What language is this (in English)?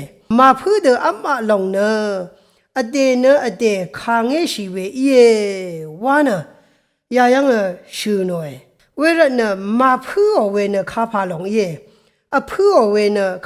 Rawang